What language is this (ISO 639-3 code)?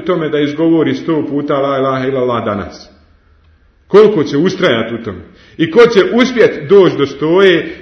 bos